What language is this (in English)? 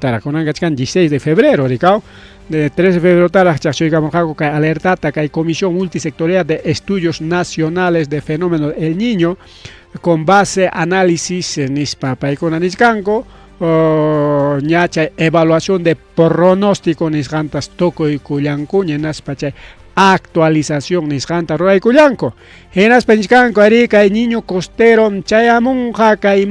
Ayacucho Quechua